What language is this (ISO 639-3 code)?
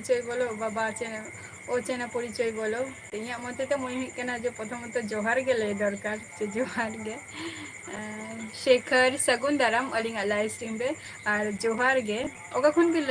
sat